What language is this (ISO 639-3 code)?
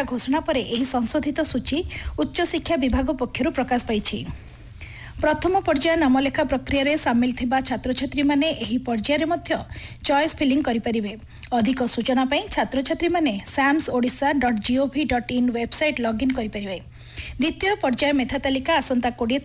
ori